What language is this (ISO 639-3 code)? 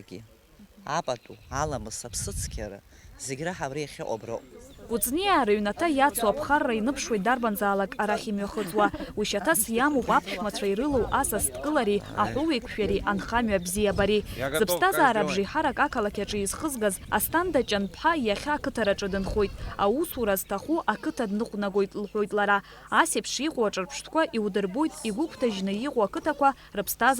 abk